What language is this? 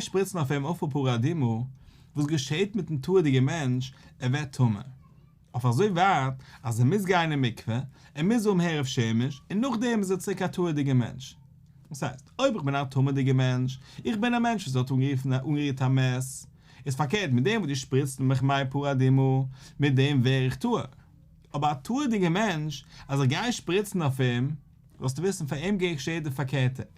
Yiddish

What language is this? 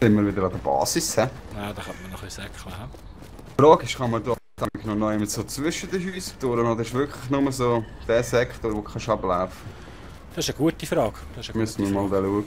Swiss German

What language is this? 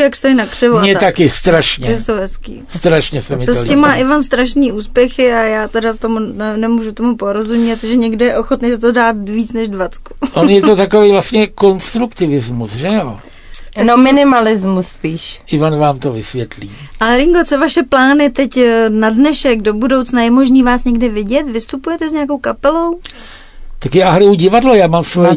Czech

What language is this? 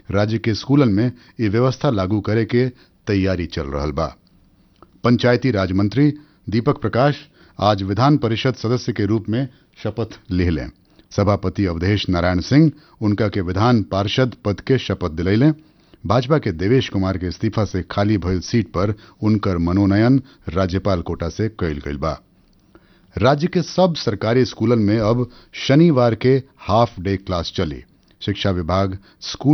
Bhojpuri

